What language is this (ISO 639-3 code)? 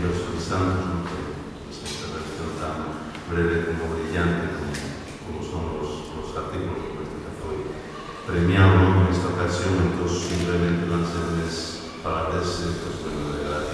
ast